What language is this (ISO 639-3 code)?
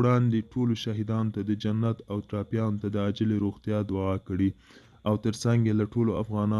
pus